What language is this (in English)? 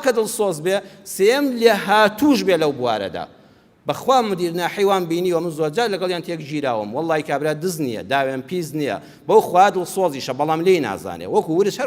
Central Kurdish